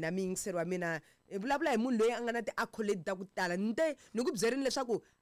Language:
Tsonga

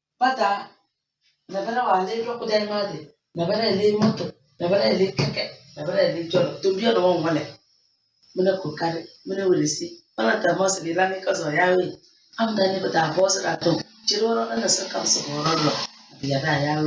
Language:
Tem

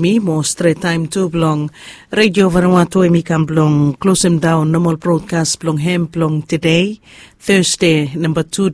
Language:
Bislama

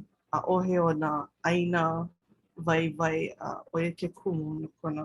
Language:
Hawaiian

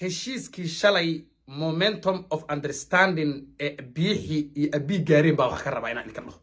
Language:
Somali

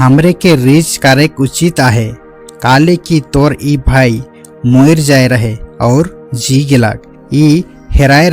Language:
Sadri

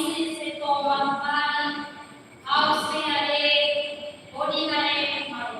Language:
Tetum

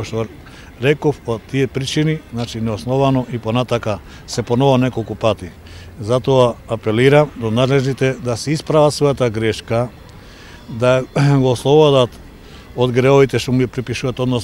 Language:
Macedonian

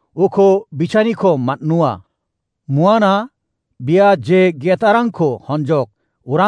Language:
Garo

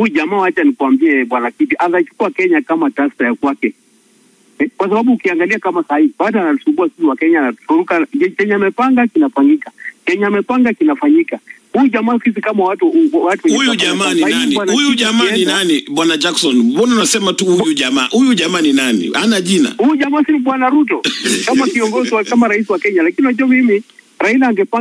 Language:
Swahili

